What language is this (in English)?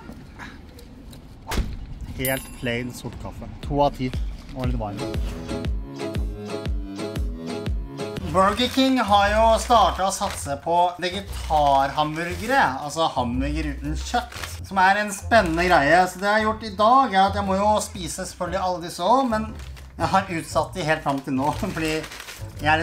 Norwegian